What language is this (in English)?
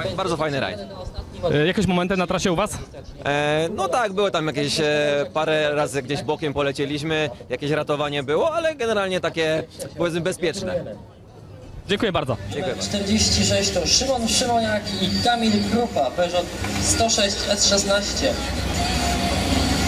Polish